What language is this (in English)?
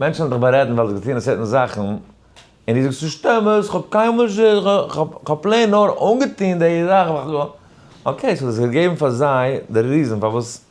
Yiddish